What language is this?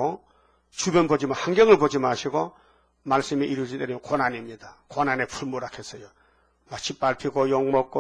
Korean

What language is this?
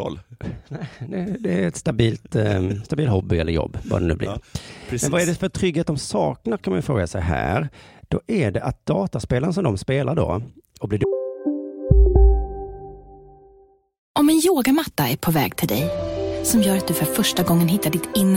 Swedish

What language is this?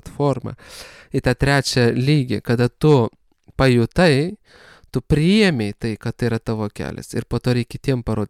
Lithuanian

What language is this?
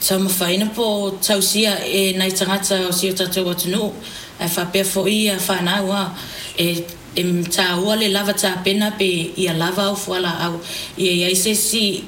Samoan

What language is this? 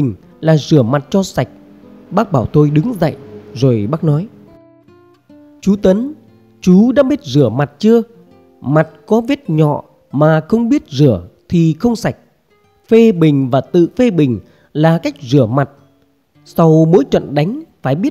Vietnamese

